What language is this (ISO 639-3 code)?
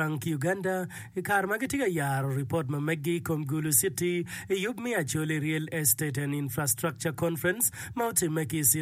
ach